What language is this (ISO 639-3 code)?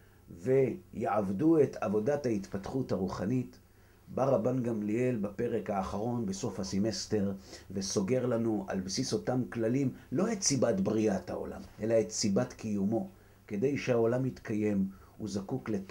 heb